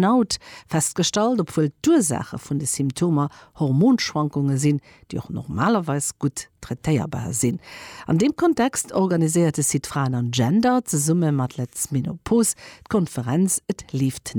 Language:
Luxembourgish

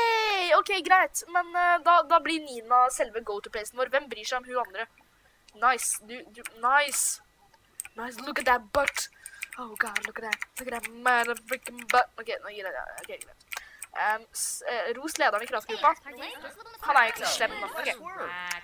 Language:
Norwegian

